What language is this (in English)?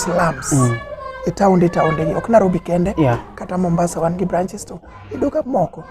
Luo (Kenya and Tanzania)